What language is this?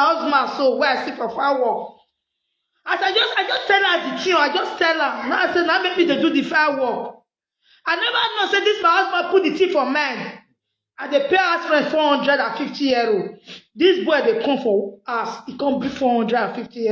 Nigerian Pidgin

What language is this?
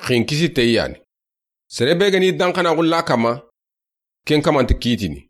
Soninke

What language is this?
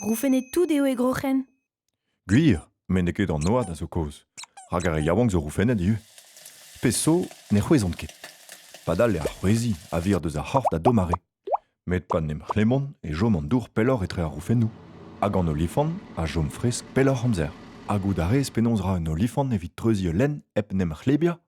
Breton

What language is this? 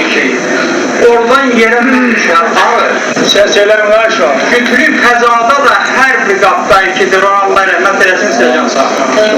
South Azerbaijani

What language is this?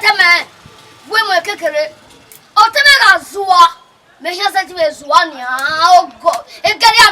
Bini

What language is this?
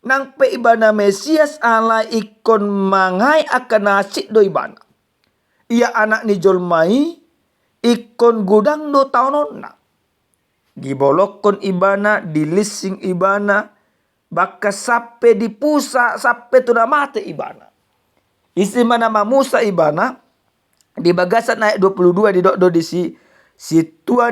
Batak Toba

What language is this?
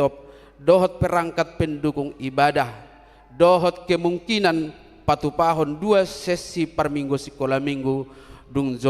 Batak Toba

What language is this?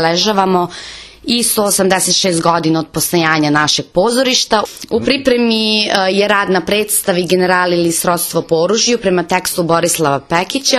Serbian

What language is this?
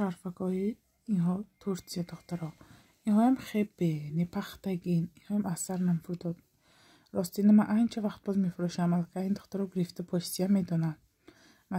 Tajik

